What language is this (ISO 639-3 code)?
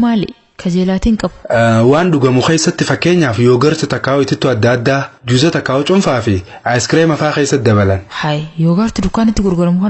orm